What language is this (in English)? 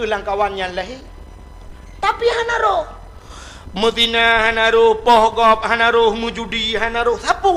Achinese